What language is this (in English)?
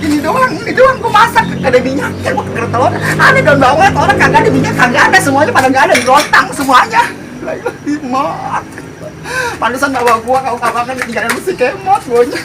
Betawi